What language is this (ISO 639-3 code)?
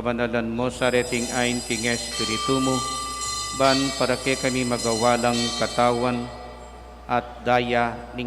pam